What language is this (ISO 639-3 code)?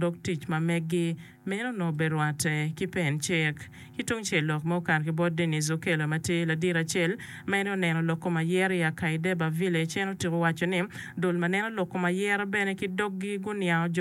ach